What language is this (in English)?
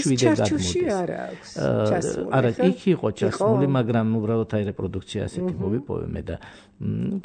Georgian